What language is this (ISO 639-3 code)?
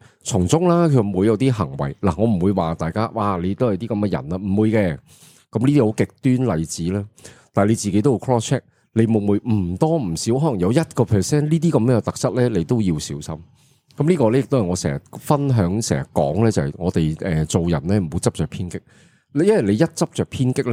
yue